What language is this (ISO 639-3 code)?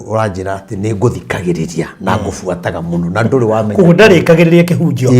kik